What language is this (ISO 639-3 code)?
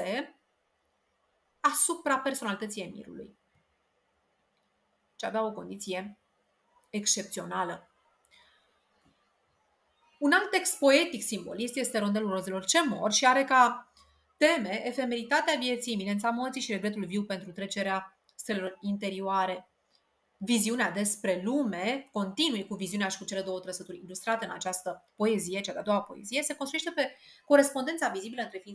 ron